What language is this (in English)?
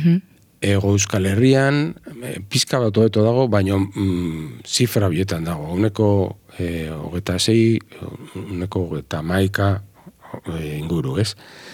Basque